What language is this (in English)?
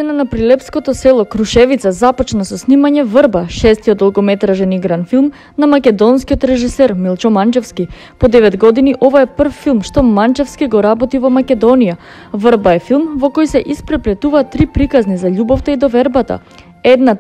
Macedonian